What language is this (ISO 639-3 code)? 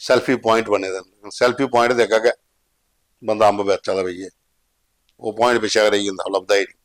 doi